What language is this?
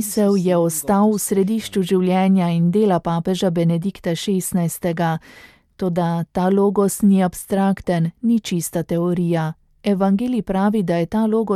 Slovenian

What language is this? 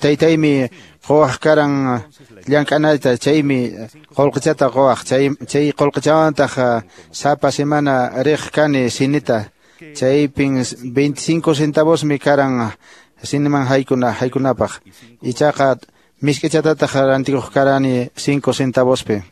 Quechua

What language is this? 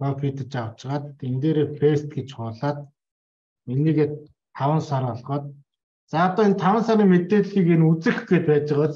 Mongolian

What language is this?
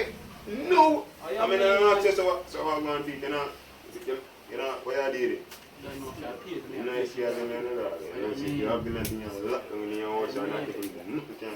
Jamaican Creole English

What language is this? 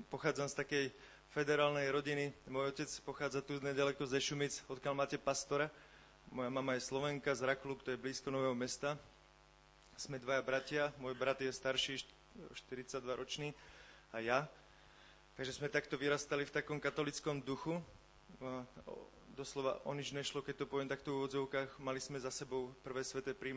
Slovak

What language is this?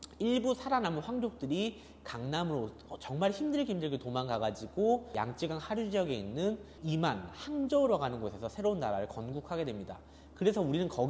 Korean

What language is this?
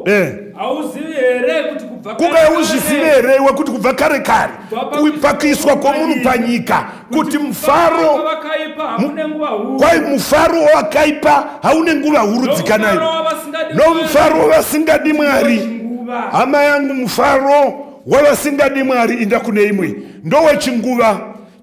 Shona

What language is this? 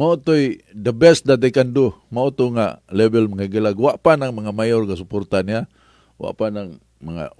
Cebuano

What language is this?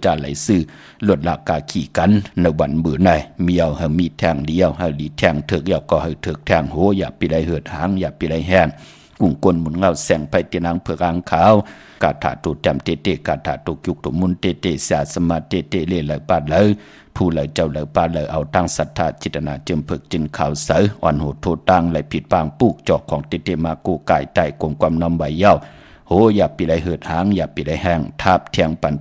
Shan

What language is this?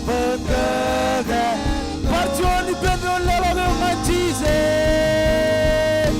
Marshallese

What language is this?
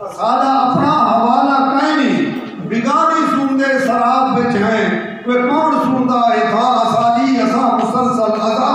Saraiki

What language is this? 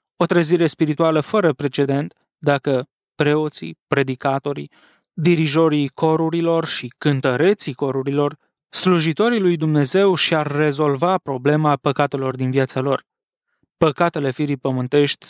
Romanian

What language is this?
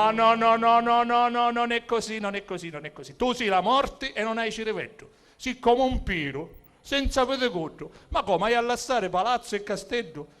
Sicilian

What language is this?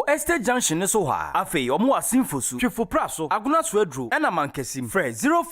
Akan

